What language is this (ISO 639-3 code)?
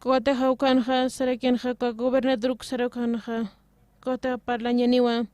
aym